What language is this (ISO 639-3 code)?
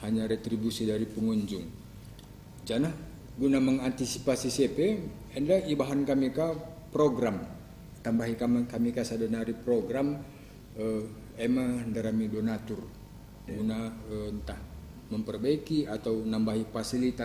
btx